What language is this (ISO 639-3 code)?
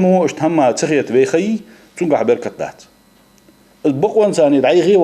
inh